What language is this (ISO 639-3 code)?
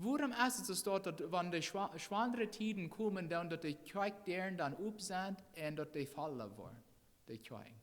pdt